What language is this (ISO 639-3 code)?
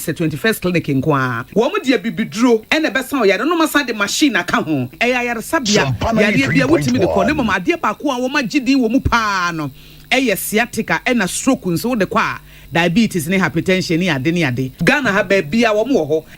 aka